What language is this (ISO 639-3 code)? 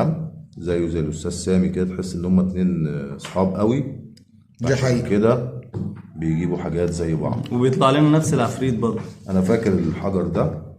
arz